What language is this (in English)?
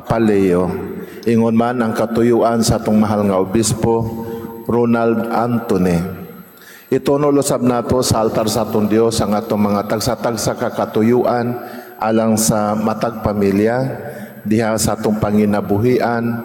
Cebuano